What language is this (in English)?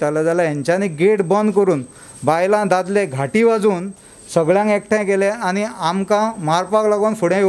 Konkani